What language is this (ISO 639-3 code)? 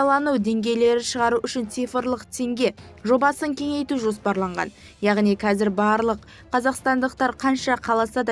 kaz